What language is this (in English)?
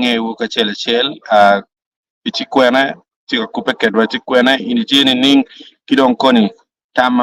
Acoli